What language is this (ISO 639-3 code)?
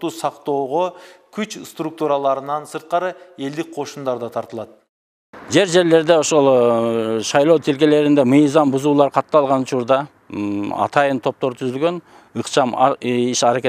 kir